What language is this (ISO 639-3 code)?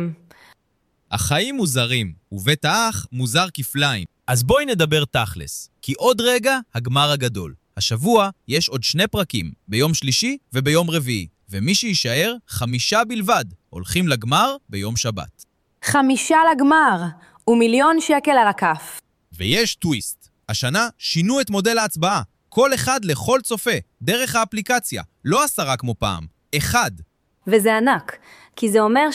heb